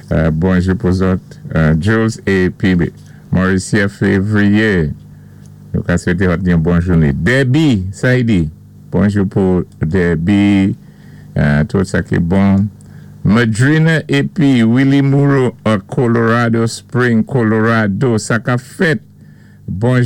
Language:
Saint Lucian Creole French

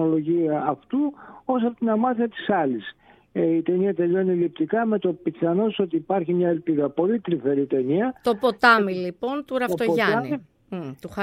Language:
Greek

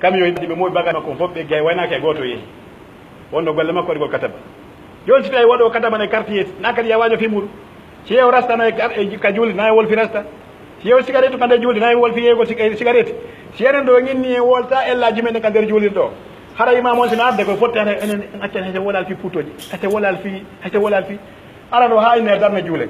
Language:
Pular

